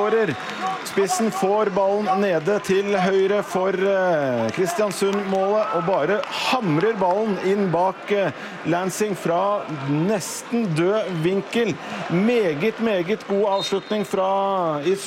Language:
Norwegian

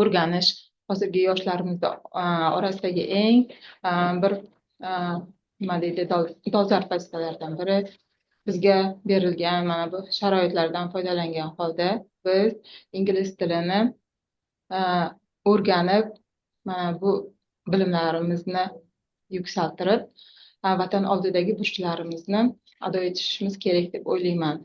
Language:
Uzbek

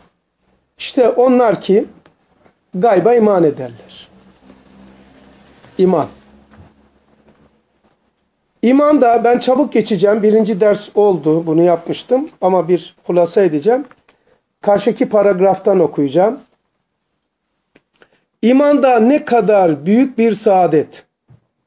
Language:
Turkish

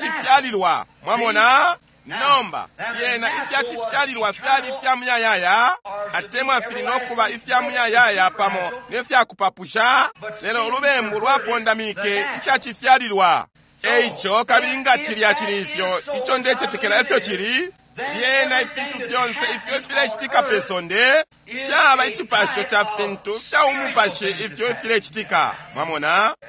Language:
Bemba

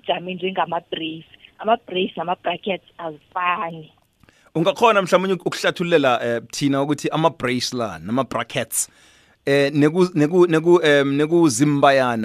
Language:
South Ndebele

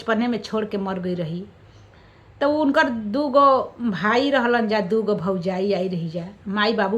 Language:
Bhojpuri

